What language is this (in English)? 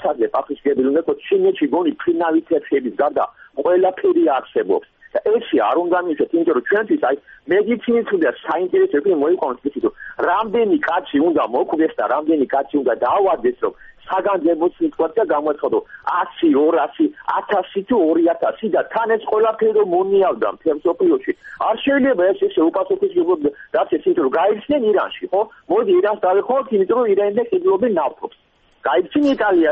Georgian